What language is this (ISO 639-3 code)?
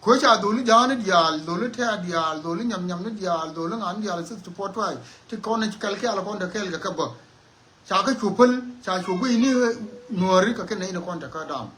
nus